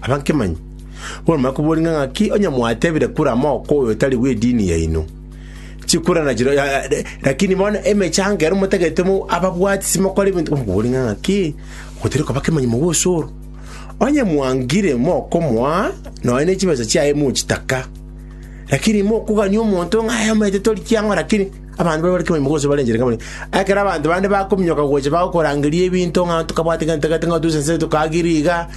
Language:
Gusii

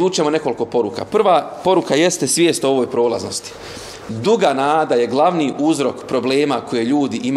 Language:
Bosnian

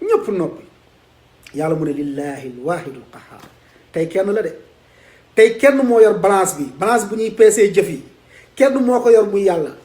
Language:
Wolof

